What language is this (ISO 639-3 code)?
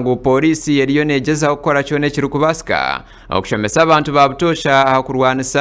nyn